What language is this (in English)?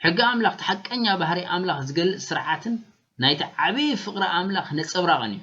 Tigrinya